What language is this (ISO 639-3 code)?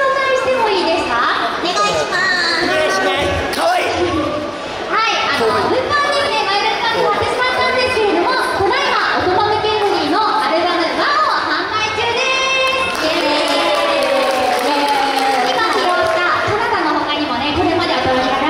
jpn